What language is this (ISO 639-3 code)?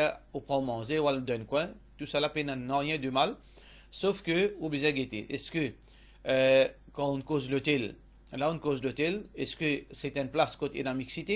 mfe